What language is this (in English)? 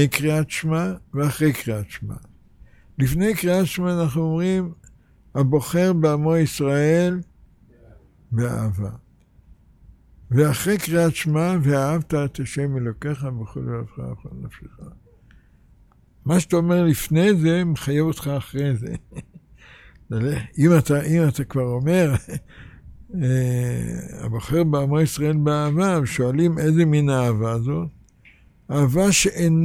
Hebrew